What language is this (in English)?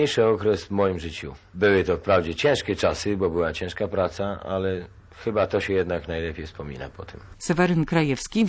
Polish